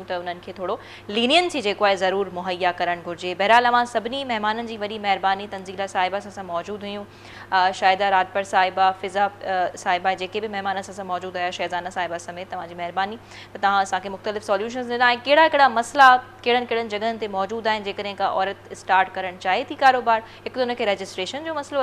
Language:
Sindhi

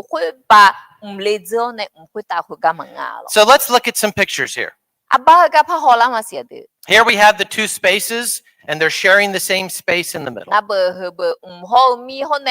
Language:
Akha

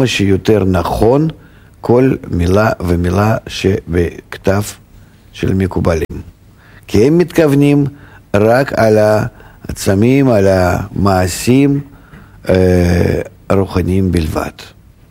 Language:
Hebrew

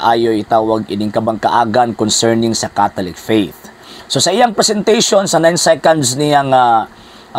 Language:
Cebuano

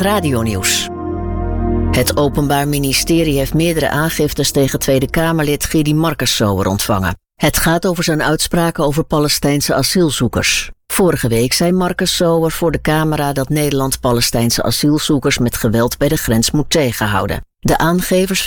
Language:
Dutch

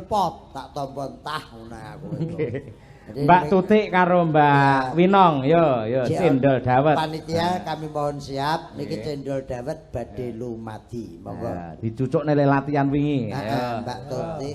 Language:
Javanese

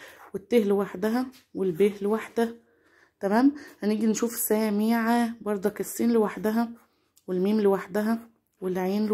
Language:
Egyptian Arabic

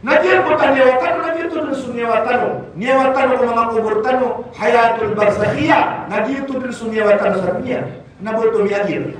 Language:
Maranao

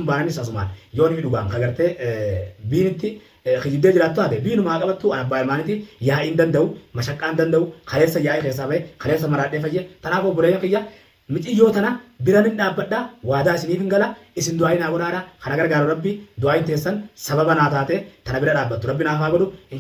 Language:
Oromo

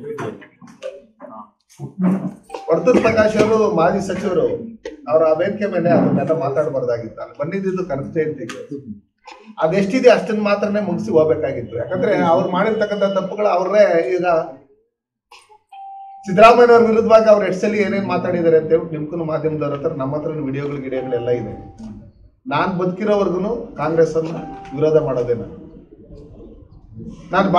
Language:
Kannada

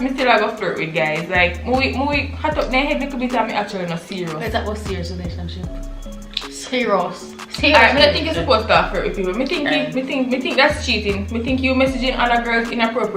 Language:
Jamaican Creole English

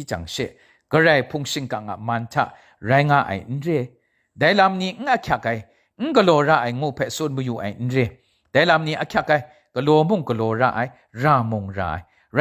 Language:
Kachin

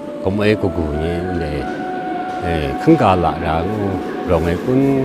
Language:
Kachin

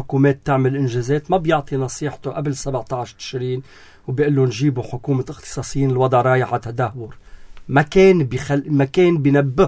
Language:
North Levantine Arabic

